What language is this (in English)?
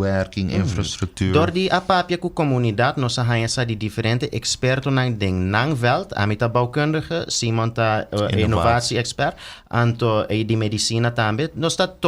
Papiamento